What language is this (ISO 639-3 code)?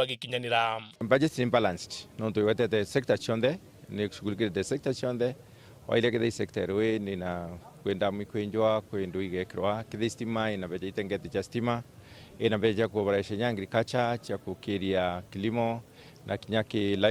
mer